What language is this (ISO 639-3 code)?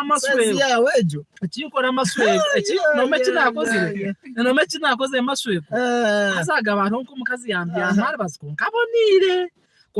nyn